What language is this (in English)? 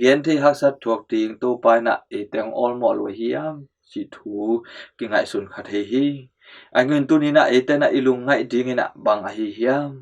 Tedim Chin